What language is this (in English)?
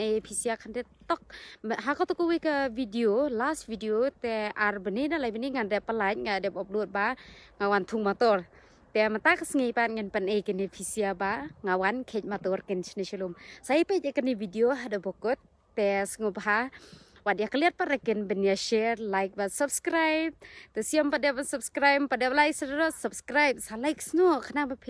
Khasi